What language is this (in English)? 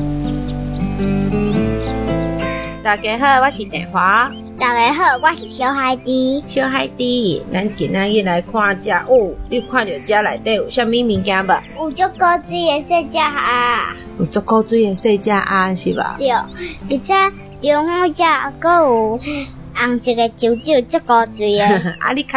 Min Nan Chinese